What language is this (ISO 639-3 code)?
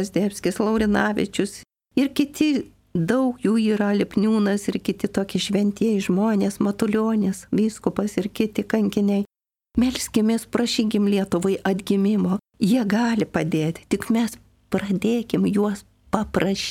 lit